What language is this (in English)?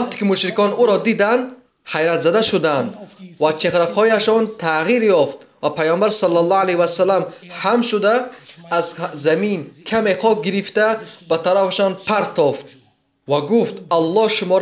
Tajik